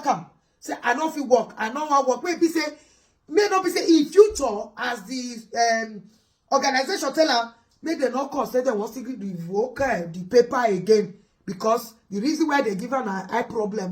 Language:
Nigerian Pidgin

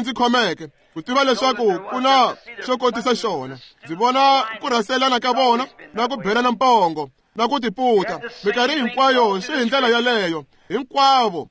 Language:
Tsonga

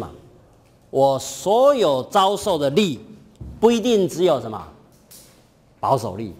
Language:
Chinese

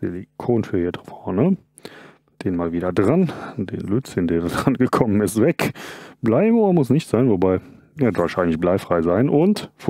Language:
German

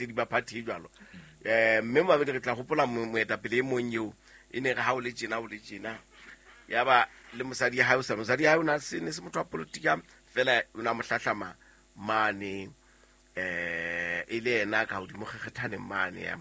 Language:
Southern Sotho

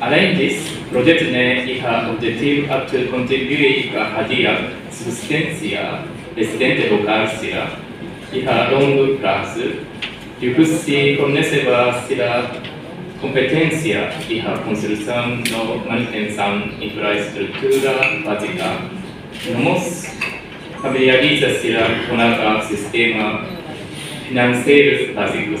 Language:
Tetum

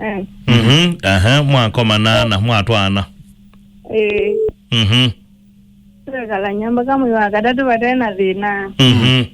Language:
Kamba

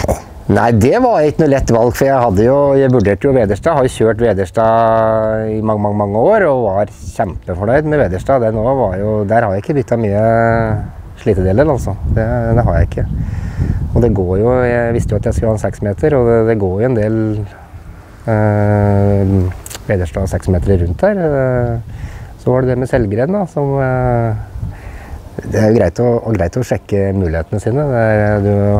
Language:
Norwegian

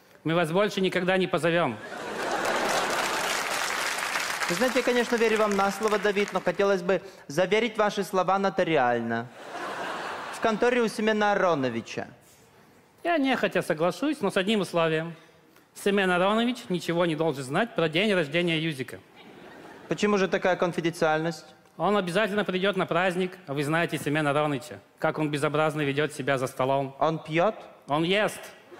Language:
Russian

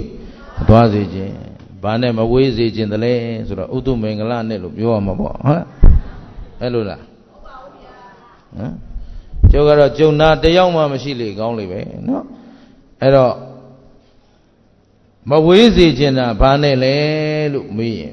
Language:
Burmese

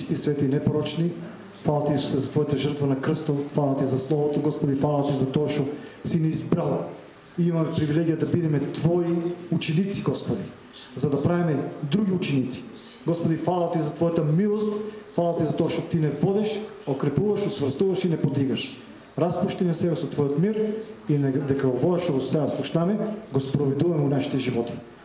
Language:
Macedonian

